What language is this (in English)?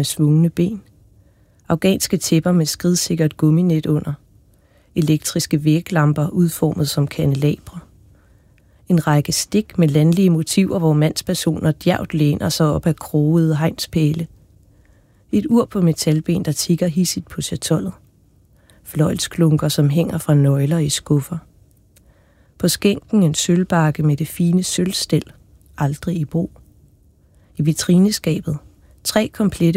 Danish